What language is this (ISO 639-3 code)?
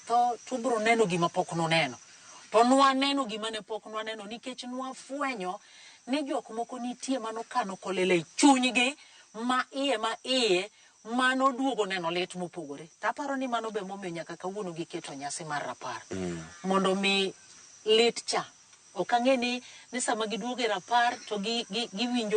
luo